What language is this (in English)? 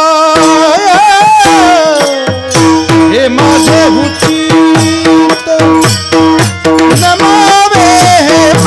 Marathi